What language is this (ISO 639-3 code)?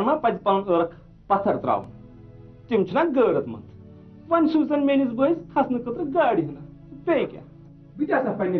kas